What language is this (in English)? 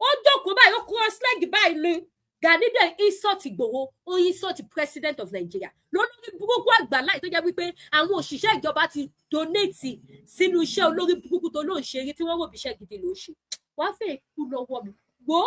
Yoruba